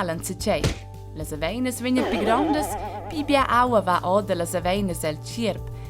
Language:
Romansh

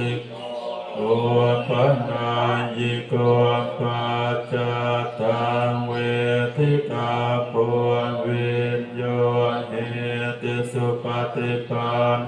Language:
Pali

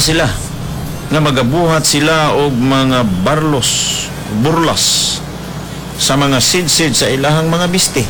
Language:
Cebuano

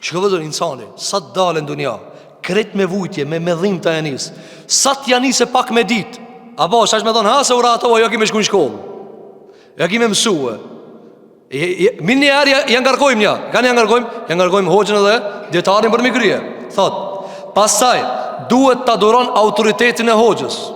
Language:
Albanian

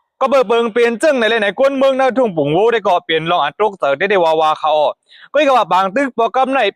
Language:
Shan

